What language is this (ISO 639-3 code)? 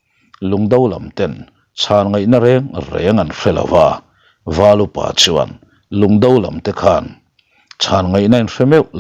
lus